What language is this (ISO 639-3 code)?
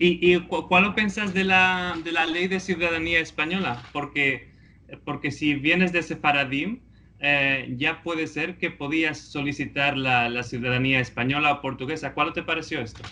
lad